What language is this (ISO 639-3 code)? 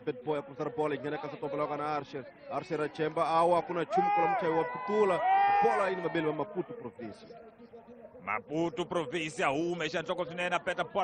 tso